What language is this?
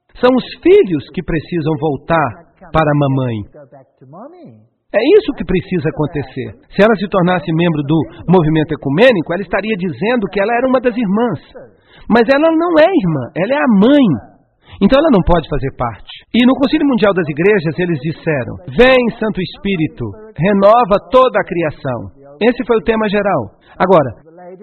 Portuguese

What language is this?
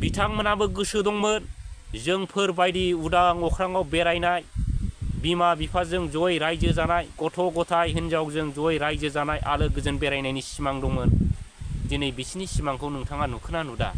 Bodo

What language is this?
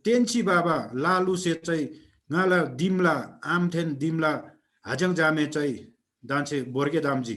Eastern Tamang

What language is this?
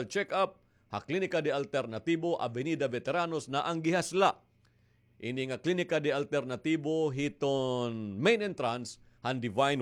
Waray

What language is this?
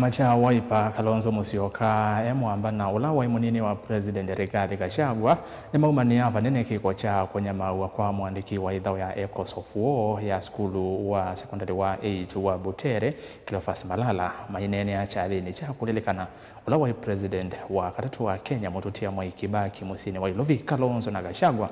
Kamba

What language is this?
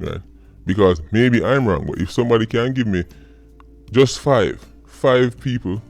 Jamaican Creole English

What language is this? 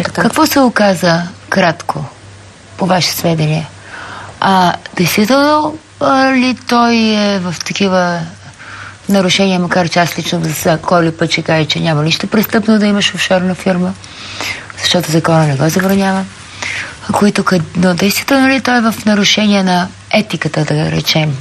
Bulgarian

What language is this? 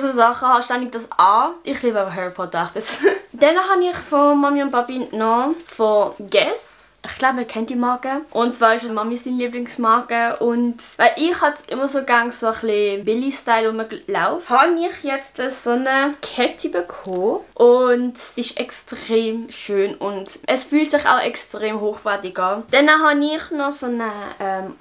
Swiss German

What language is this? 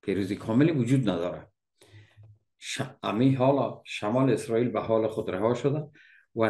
Persian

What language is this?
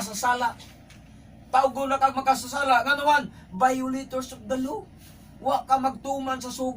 Cebuano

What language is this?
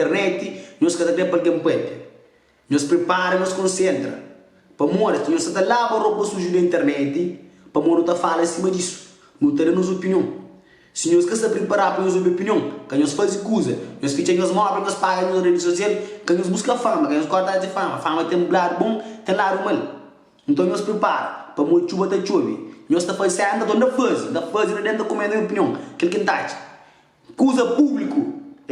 Kabuverdianu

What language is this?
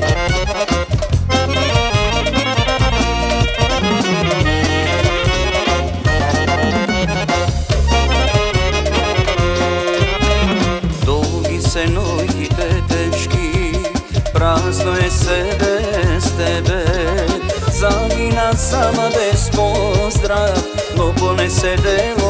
Macedonian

